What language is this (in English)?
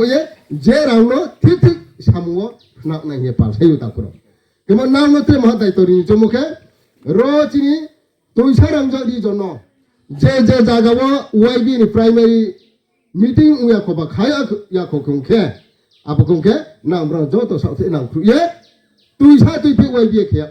Riang (India)